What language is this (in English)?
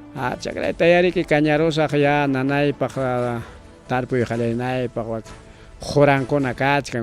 Ayacucho Quechua